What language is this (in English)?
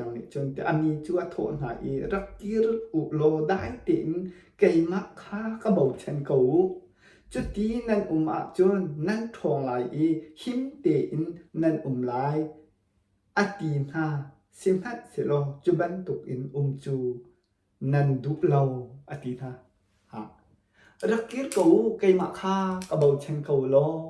Hakha Chin